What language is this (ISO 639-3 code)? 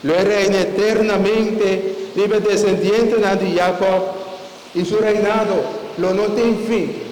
pap